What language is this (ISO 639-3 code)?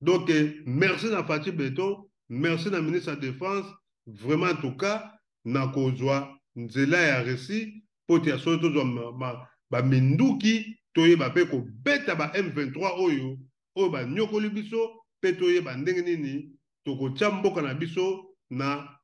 lin